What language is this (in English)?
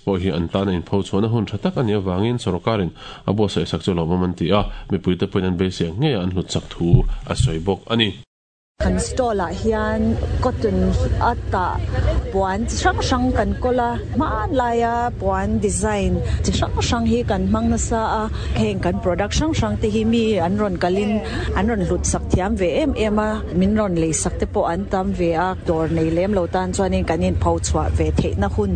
Mizo